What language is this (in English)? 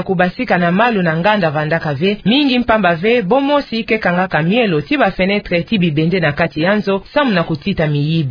Kituba (Democratic Republic of Congo)